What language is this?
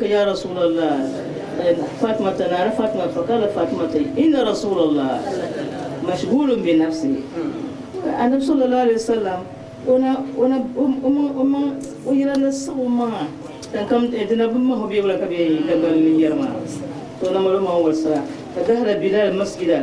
Dagbani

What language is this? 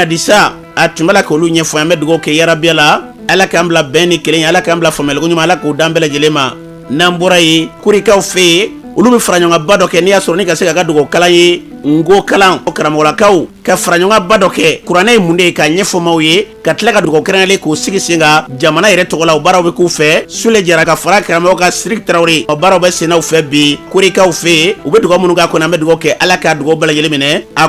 Bambara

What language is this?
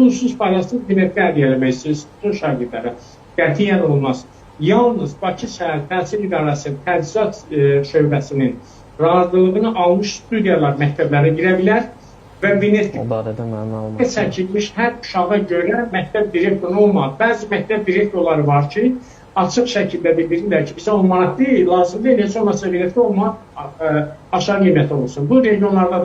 Azerbaijani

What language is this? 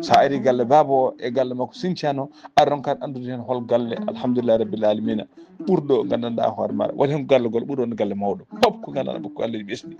Fula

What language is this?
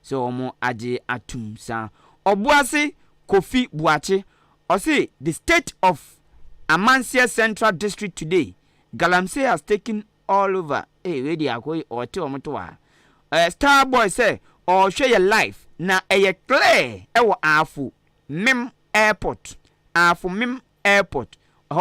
Akan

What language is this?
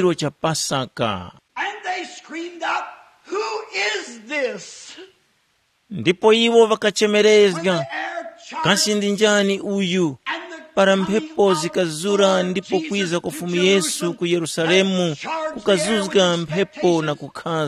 Tumbuka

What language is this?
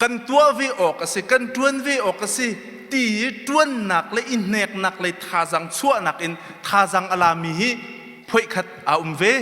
Hakha Chin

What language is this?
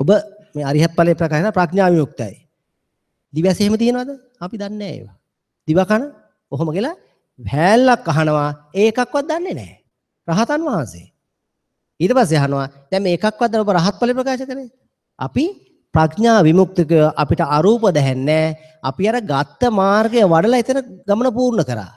Sinhala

